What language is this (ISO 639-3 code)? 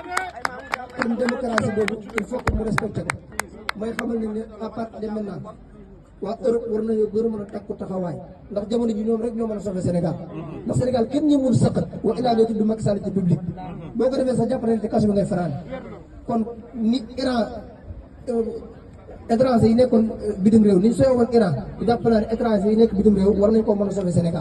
wol